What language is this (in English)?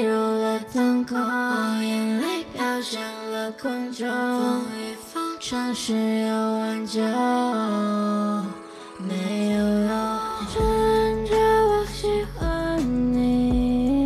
Chinese